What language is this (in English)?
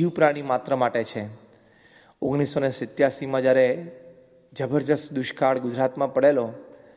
Gujarati